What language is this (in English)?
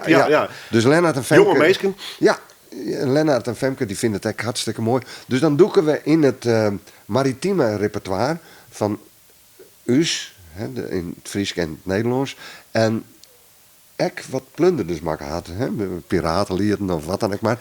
Western Frisian